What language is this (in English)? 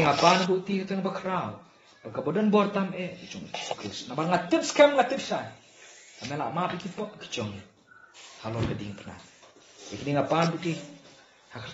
Khasi